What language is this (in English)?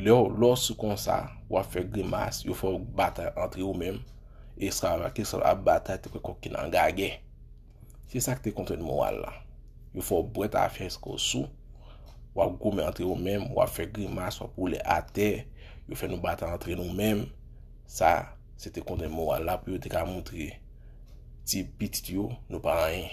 Haitian Creole